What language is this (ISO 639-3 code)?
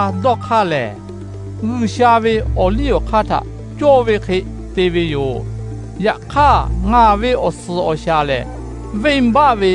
lhu